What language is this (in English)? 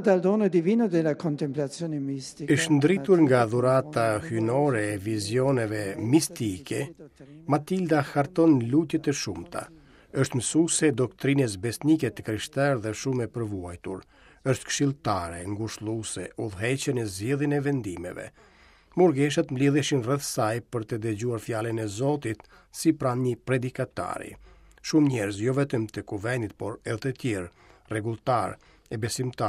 Albanian